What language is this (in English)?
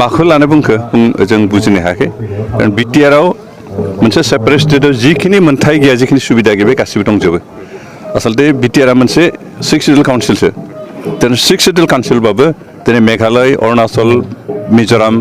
Bodo